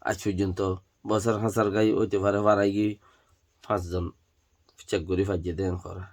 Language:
Rohingya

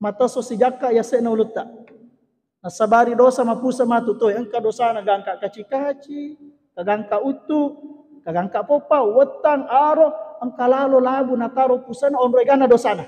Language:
Buginese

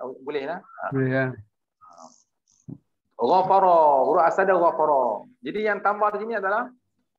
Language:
Malay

